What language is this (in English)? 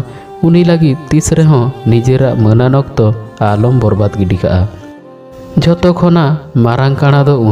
Santali